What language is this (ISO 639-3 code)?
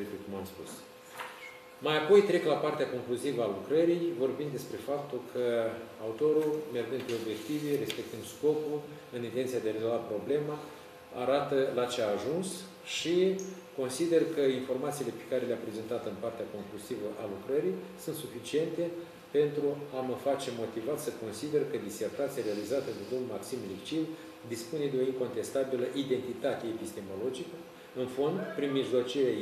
ron